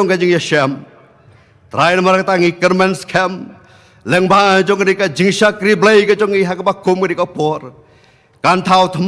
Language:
Khasi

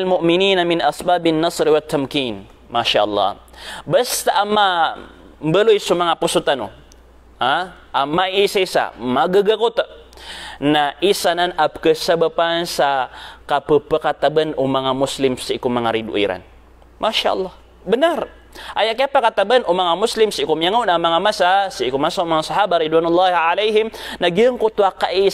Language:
Maranao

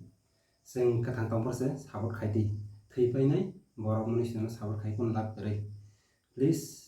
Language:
Kok Borok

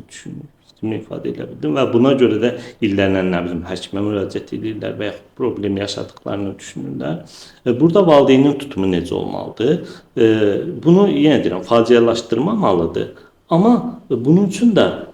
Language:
Azerbaijani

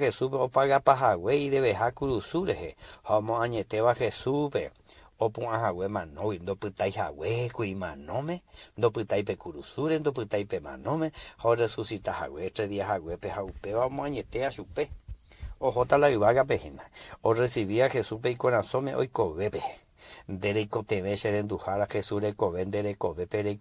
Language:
Guarani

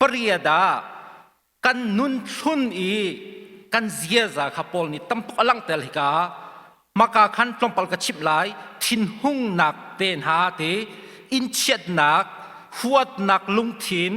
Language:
Hakha Chin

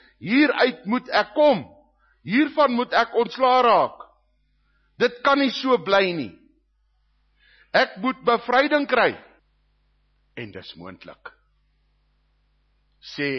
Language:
Afrikaans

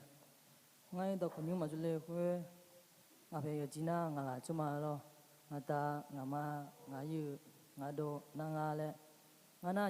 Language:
Akha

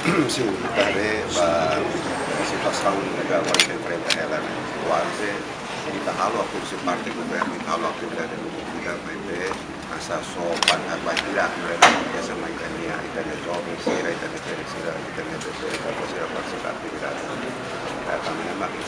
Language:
Tetum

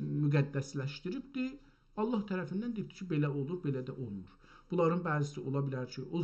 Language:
South Azerbaijani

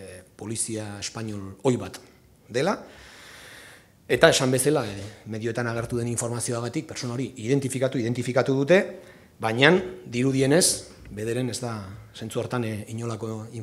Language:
Basque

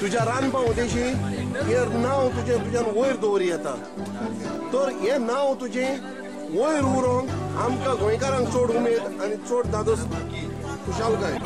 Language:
Konkani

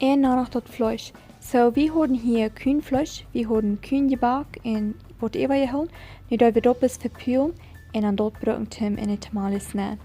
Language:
Plautdietsch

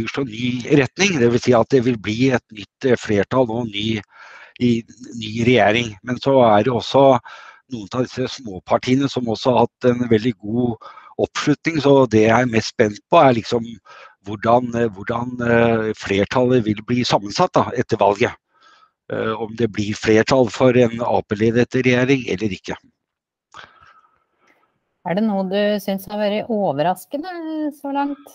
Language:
Norwegian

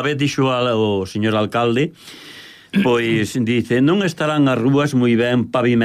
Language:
Galician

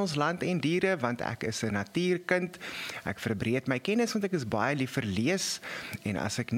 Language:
Afrikaans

